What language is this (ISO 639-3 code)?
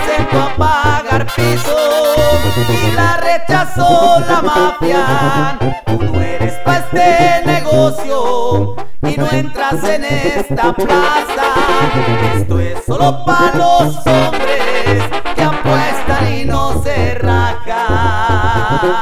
spa